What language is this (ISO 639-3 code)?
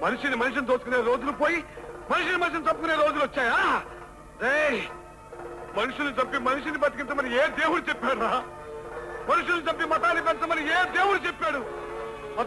tel